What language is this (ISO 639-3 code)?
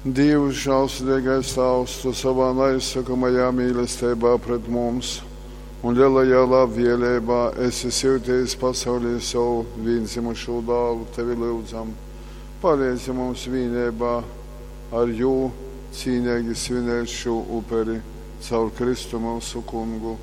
ltg